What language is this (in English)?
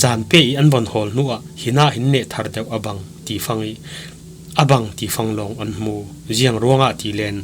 Falam Chin